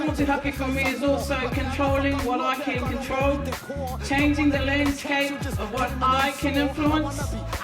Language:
Māori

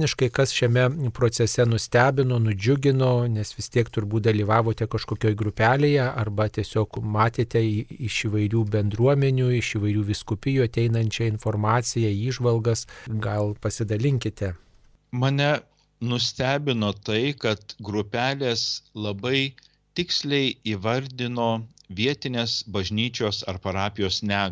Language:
Lithuanian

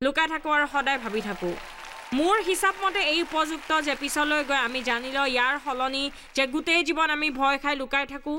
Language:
Assamese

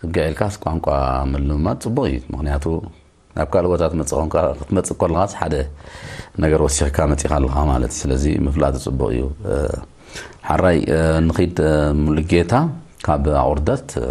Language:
Tigrinya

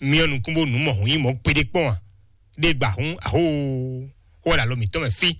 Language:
Fon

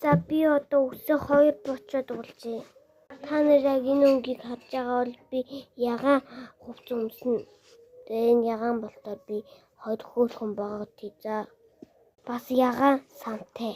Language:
Mongolian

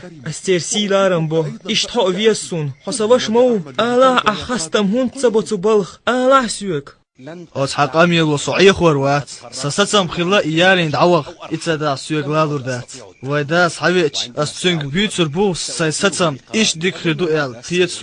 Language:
Chechen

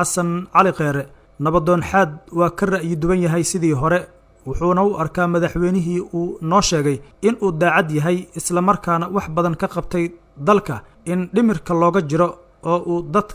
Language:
Somali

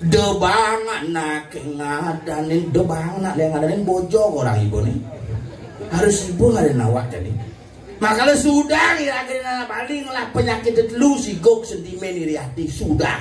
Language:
Balinese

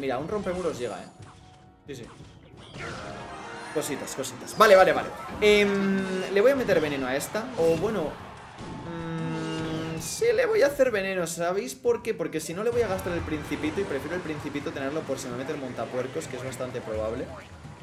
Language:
Spanish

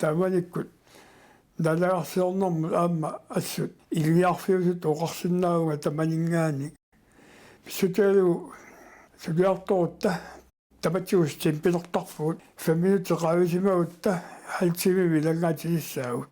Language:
Kalaallisut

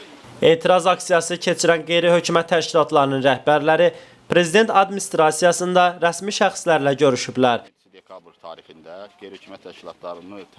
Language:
Azerbaijani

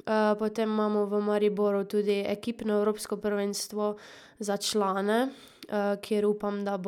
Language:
Slovenian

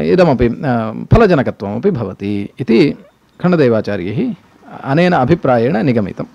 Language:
Sanskrit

